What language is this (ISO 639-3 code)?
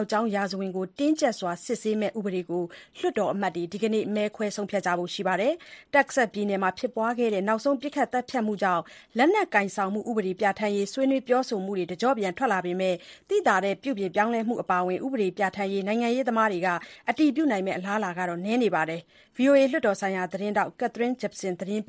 mya